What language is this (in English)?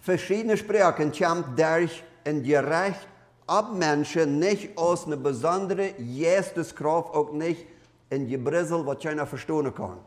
Plautdietsch